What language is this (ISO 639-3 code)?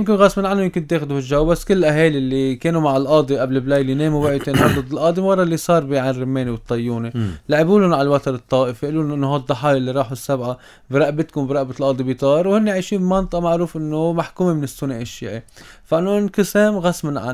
apc